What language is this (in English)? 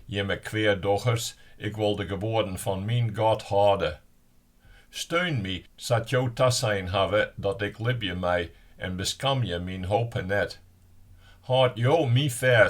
Western Frisian